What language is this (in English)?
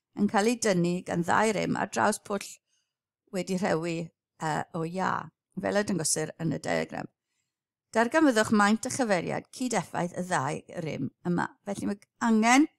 Welsh